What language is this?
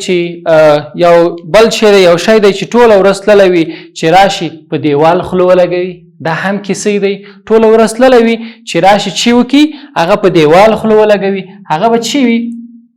Pashto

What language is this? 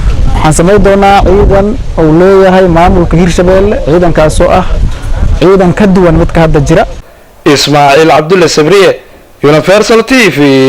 Somali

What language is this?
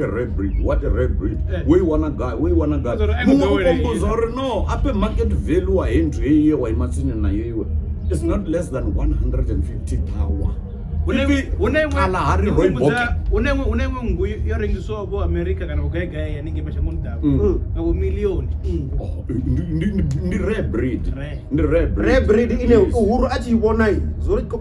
Venda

